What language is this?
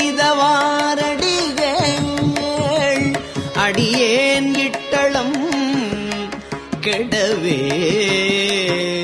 Tamil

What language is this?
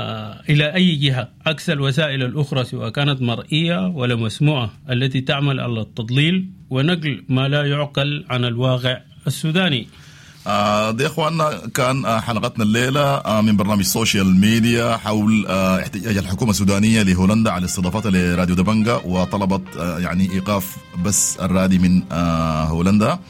Sudanese Arabic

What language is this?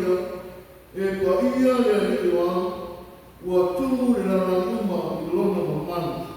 Samoan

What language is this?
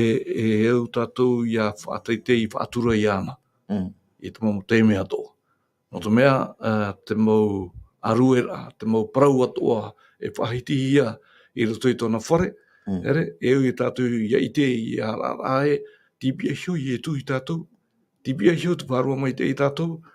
Tahitian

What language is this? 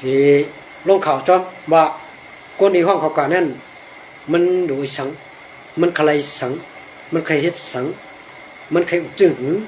Shan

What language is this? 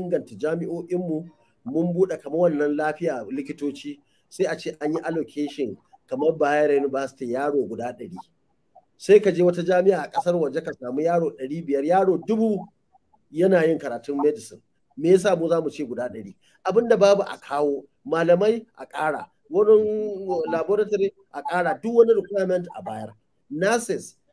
Hausa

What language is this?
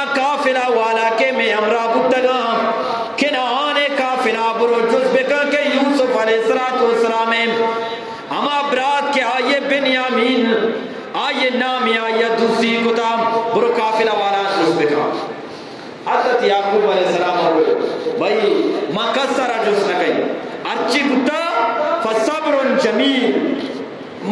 Eastern Balochi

